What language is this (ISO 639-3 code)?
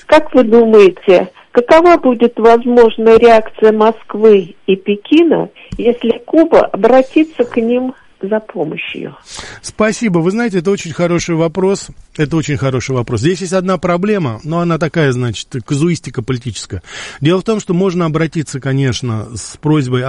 rus